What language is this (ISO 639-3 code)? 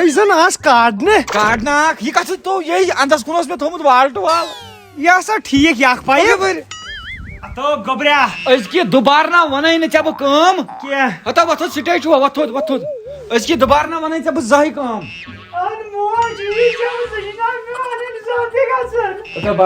kas